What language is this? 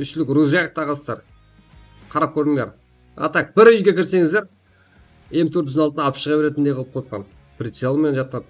Kara-Kalpak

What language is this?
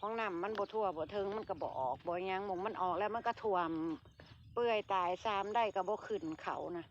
Northeastern Thai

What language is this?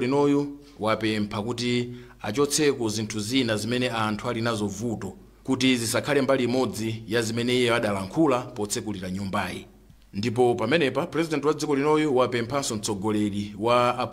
Nyanja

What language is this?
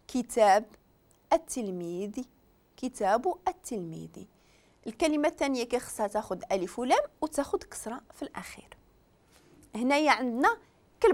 Moroccan Arabic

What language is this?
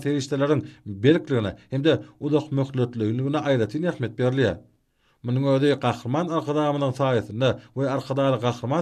Turkmen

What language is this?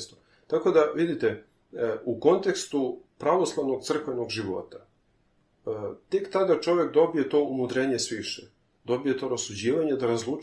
Serbian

